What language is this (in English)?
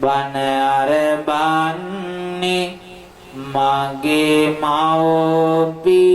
Sinhala